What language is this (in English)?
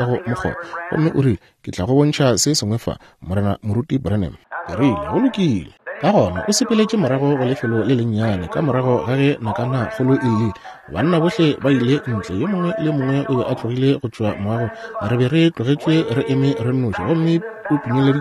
Northern Sotho